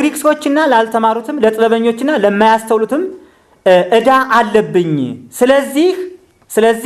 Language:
Amharic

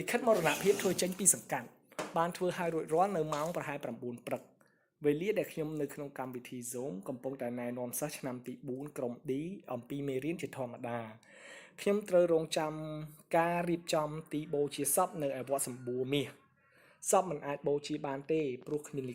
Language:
Khmer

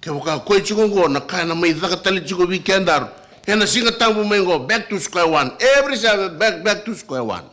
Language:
Fijian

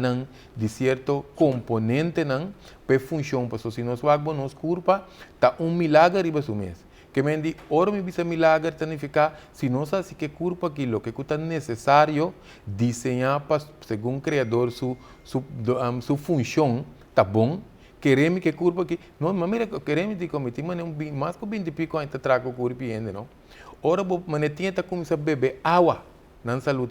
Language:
Papiamento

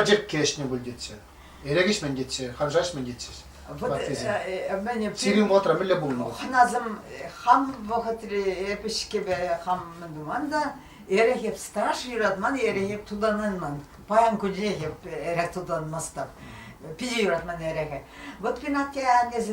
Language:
Chuvash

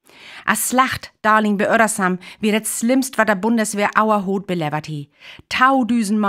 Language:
Northern Frisian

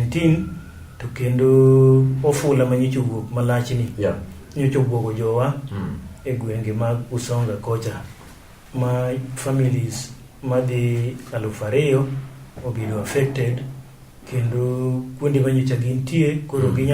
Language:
Luo (Kenya and Tanzania)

